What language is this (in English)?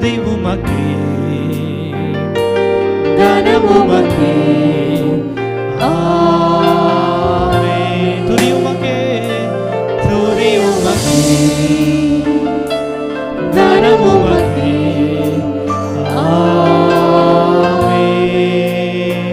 Tamil